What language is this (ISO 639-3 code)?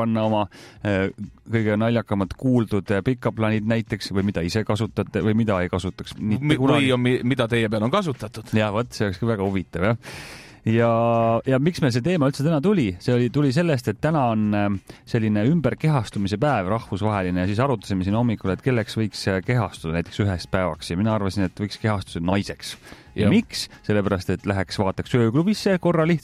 est